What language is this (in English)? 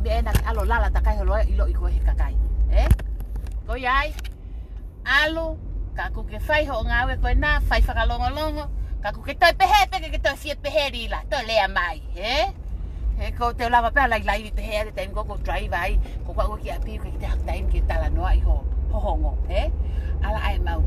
Tongan